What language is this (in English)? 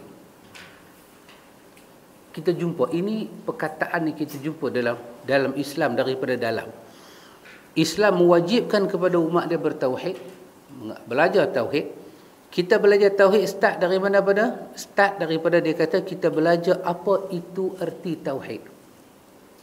Malay